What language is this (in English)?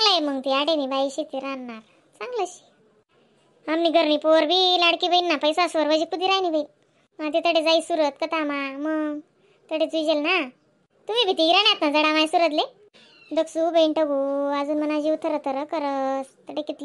Khandesi